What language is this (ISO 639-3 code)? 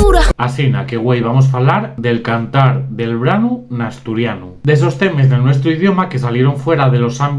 ast